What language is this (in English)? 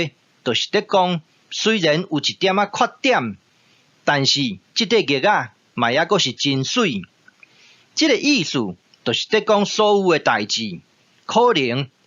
Min Nan Chinese